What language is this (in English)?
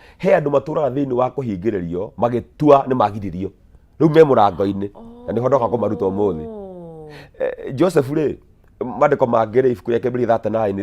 Kikuyu